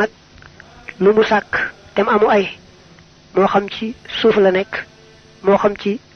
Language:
Wolof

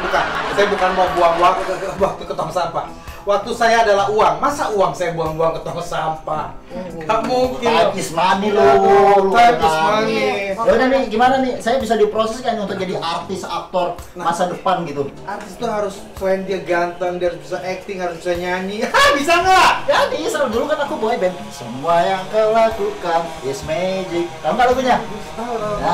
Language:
Indonesian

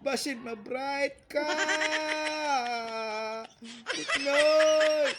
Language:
Cebuano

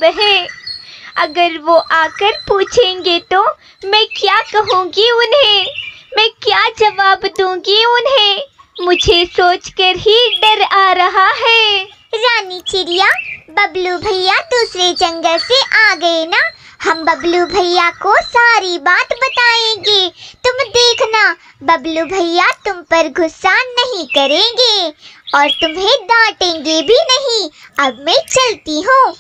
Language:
Hindi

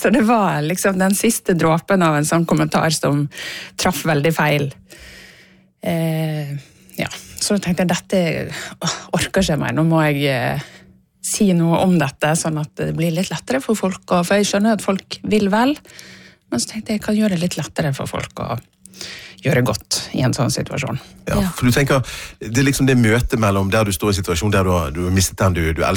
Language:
Norwegian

